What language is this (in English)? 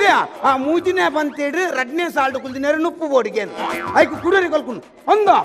Tulu